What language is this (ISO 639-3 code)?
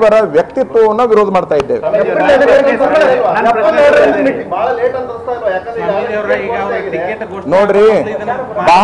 kan